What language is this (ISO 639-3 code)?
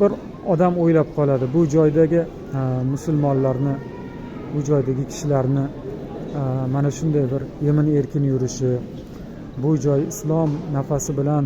uzb